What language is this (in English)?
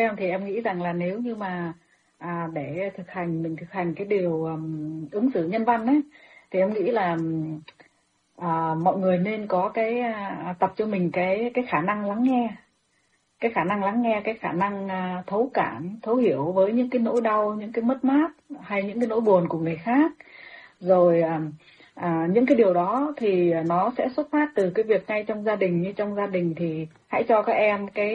Vietnamese